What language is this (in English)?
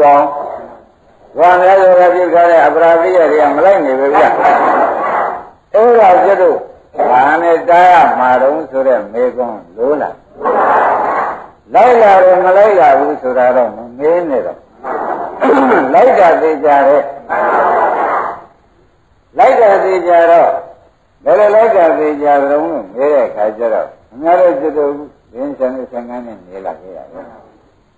Burmese